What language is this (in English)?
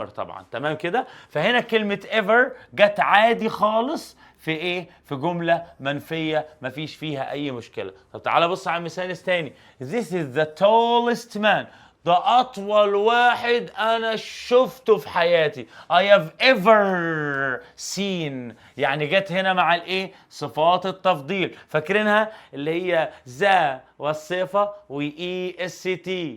Egyptian Arabic